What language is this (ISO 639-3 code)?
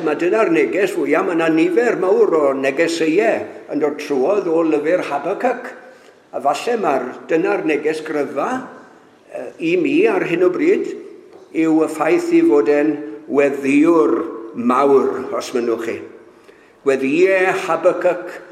cym